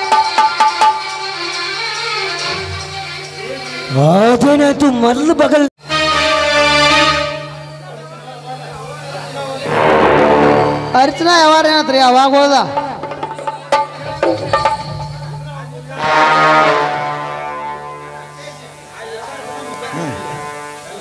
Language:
Kannada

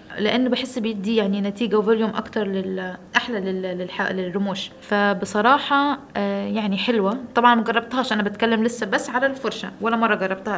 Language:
Egyptian Arabic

